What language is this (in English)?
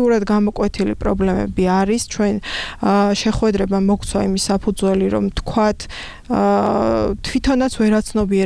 Georgian